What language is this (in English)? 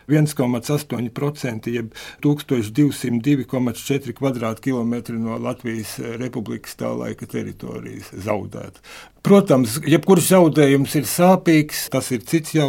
Latvian